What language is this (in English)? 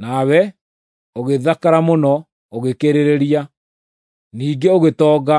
Kikuyu